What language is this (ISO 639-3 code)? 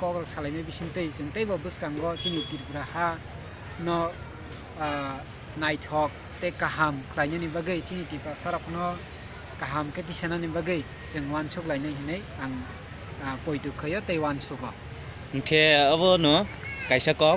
trp